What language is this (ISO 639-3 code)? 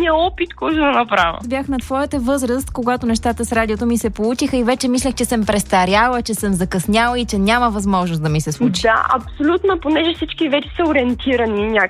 bul